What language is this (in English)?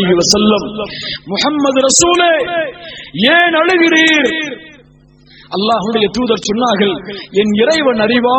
Tamil